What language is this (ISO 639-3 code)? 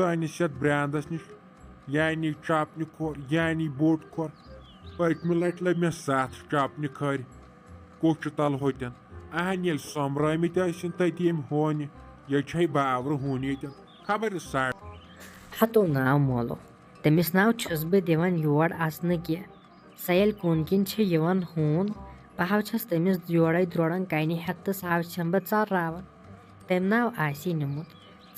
kas